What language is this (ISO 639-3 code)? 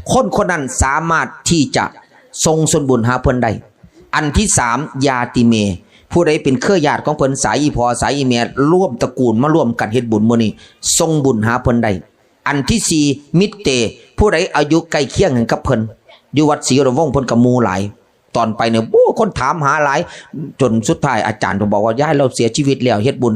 tts